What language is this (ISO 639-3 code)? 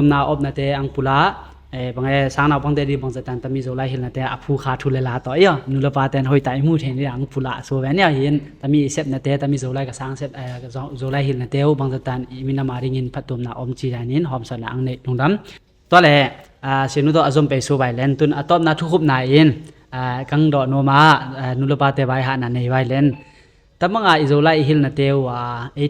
ctd